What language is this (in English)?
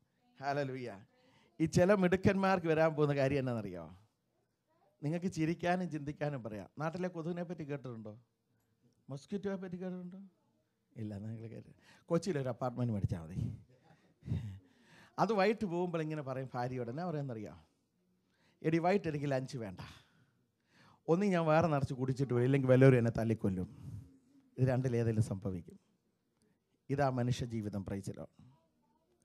Malayalam